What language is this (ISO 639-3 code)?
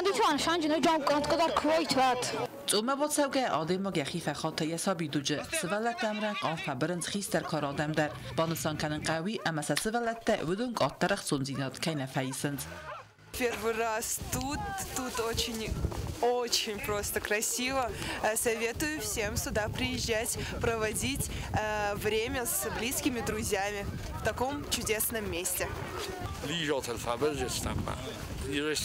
oss